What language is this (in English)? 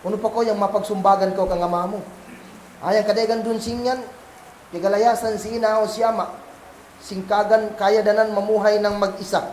Kagan Kalagan